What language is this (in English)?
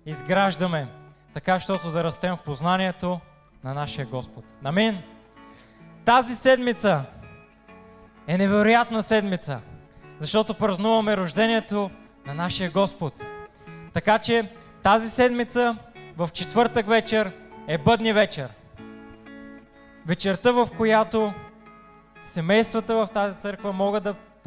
Bulgarian